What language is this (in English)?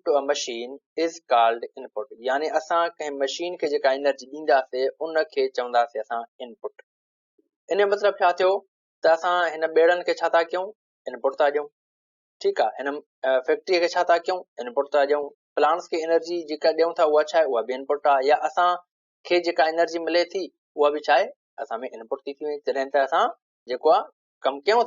Sindhi